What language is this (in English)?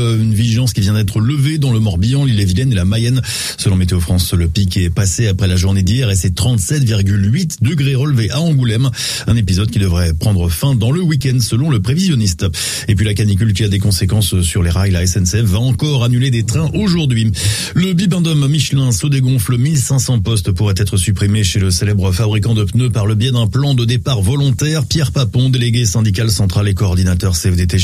French